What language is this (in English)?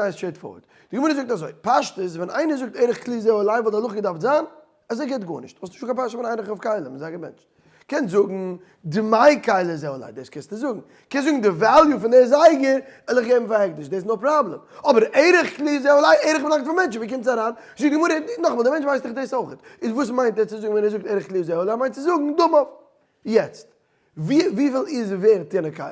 Yiddish